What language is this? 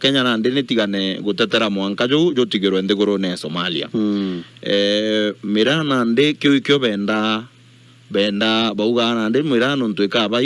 Meru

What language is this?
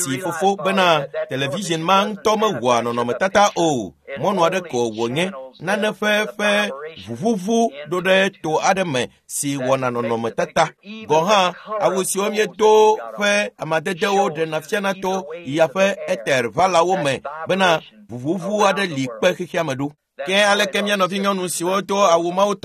Ewe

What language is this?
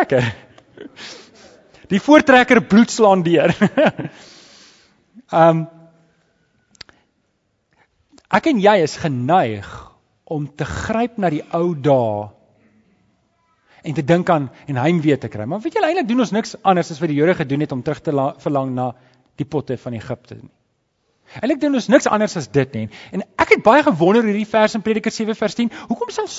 Afrikaans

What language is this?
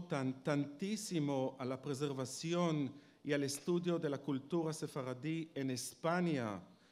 Ladino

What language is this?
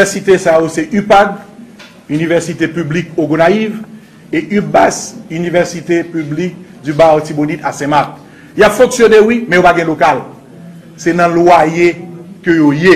Haitian Creole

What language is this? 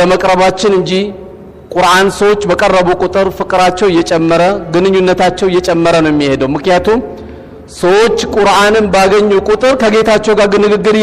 Amharic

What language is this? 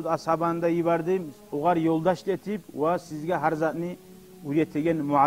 Kumyk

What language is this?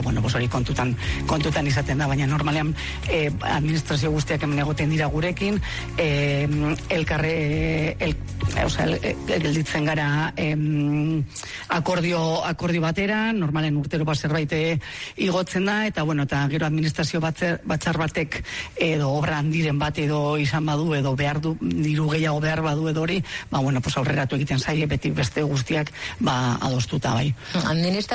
Basque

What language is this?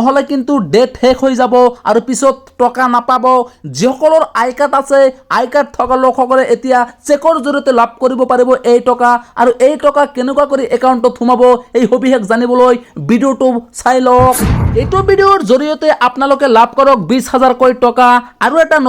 Assamese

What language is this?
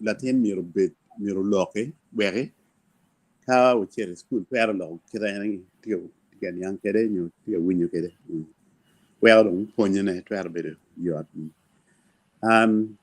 Acoli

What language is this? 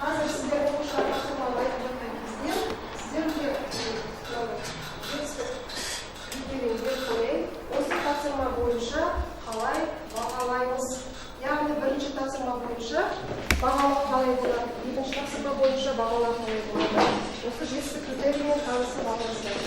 Kazakh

